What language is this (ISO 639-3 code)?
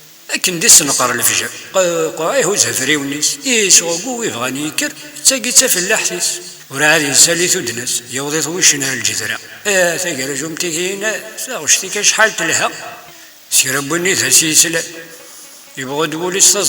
kab